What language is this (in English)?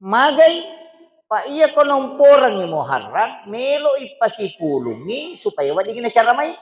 Buginese